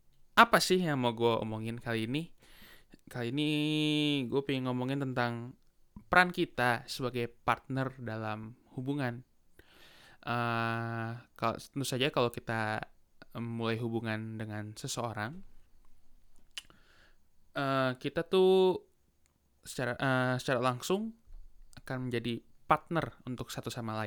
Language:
Indonesian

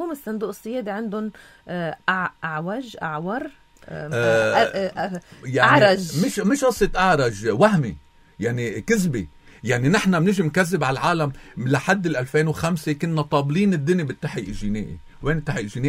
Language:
North Levantine Arabic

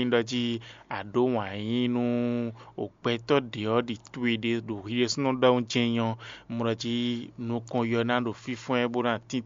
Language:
Fon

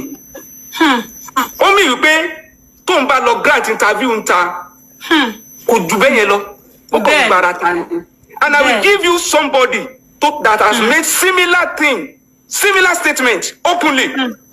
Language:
Yoruba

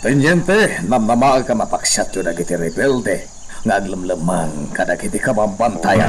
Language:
Iloko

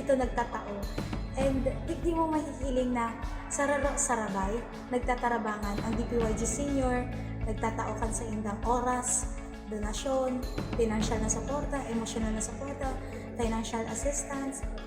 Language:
Bikol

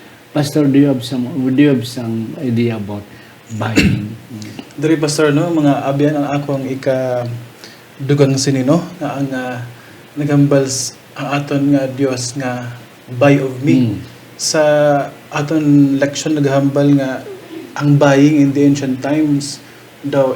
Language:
Hiligaynon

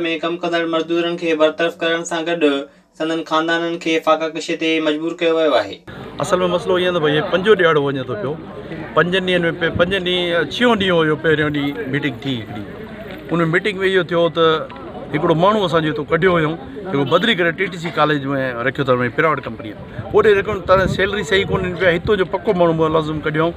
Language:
Sindhi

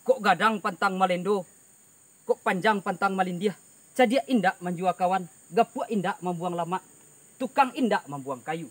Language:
Minangkabau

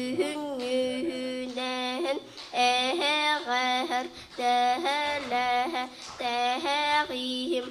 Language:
Yakut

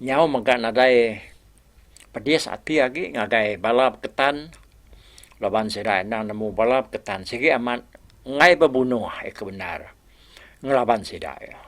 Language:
Iban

